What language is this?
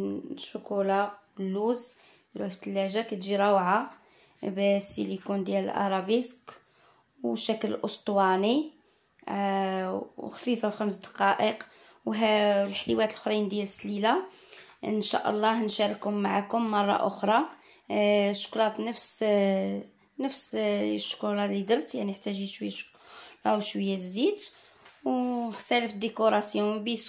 Moroccan Arabic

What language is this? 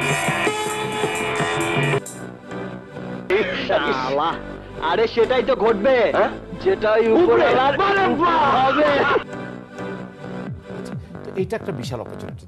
Bangla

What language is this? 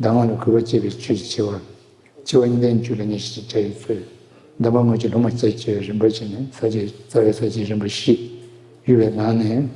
Tibetan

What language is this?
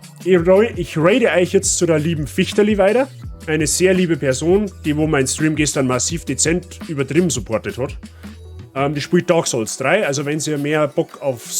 Bavarian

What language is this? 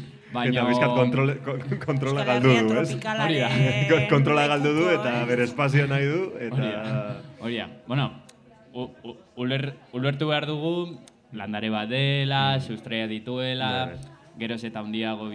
Basque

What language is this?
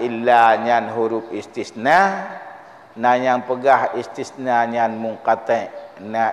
Achinese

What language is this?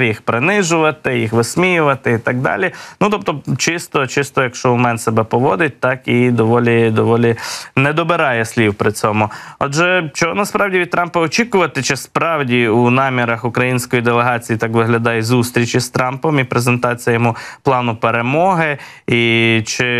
Ukrainian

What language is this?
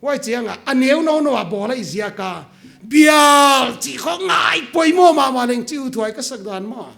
Paite Chin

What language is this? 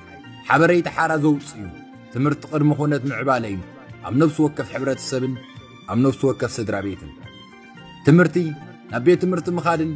Tigrinya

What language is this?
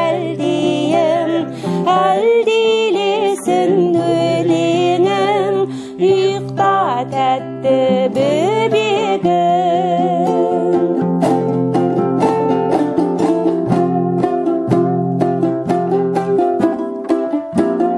Kazakh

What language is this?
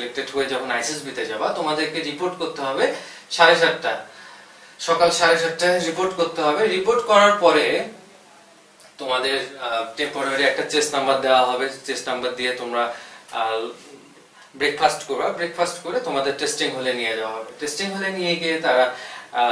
Bangla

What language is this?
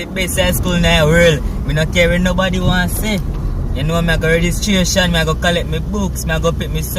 Jamaican Creole English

